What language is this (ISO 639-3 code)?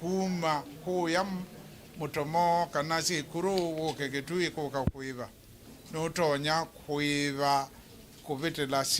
kam